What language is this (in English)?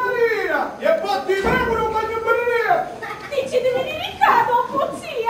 Sicilian